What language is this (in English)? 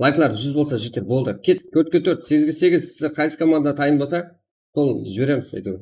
Kara-Kalpak